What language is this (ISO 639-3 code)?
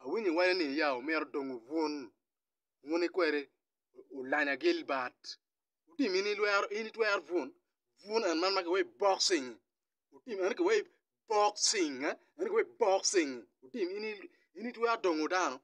ach